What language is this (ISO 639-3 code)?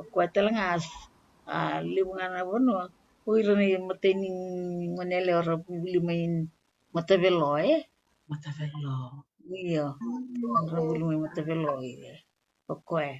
fij